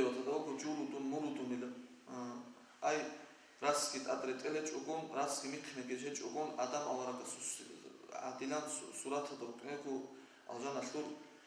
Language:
Avaric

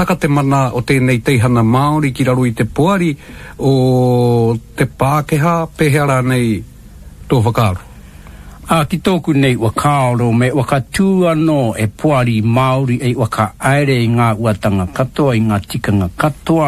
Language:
Māori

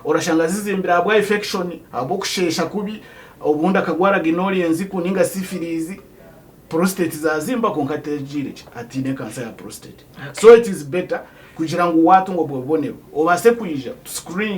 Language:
Nyankole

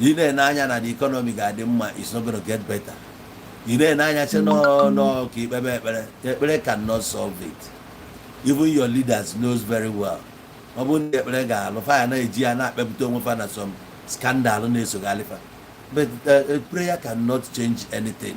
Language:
Igbo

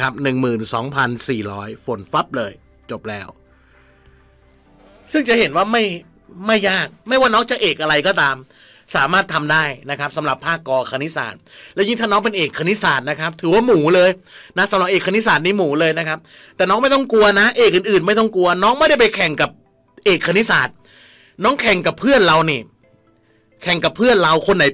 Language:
Thai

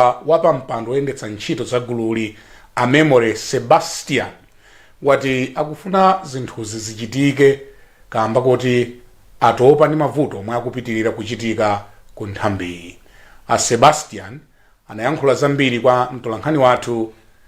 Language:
Nyanja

